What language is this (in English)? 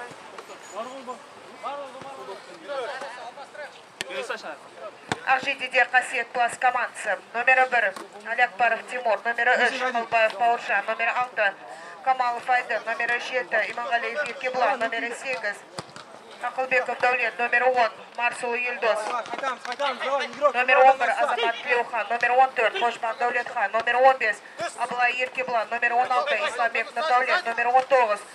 Kazakh